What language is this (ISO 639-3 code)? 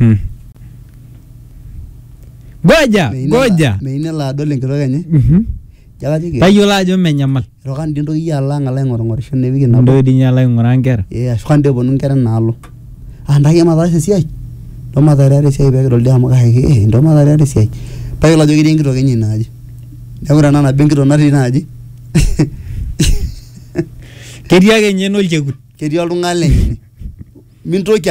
mas